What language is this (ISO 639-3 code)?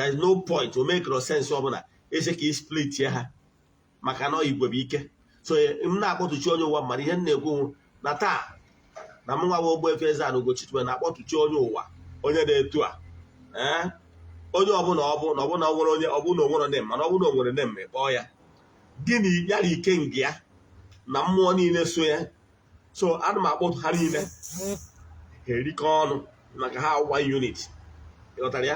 ibo